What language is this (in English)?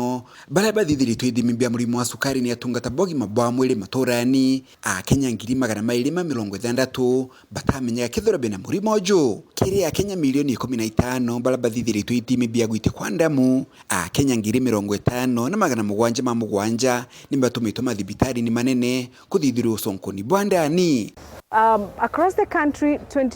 Meru